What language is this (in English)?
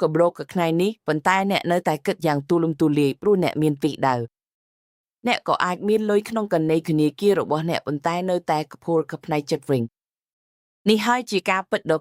Khmer